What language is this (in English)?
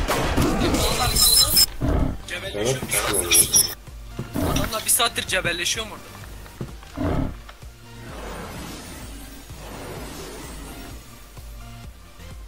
Turkish